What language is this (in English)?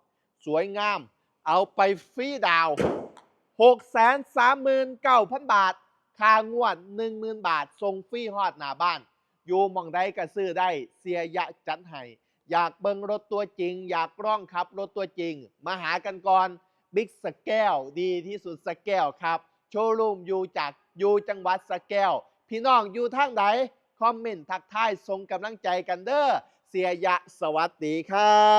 Northeastern Thai